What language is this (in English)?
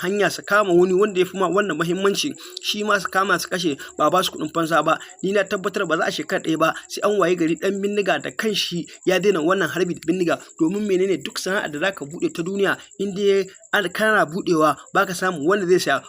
Hausa